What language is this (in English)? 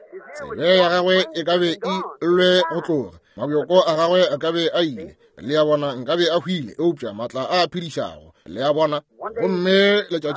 Northern Sotho